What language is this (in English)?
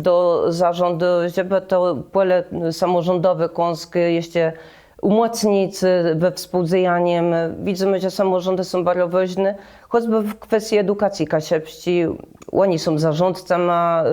Kashubian